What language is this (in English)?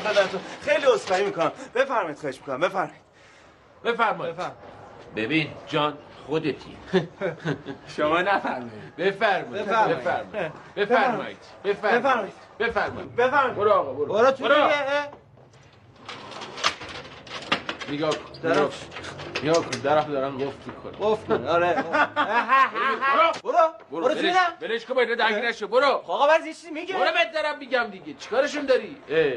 Persian